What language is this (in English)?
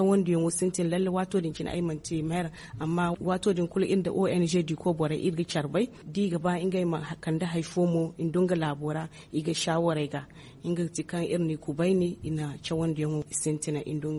Zarma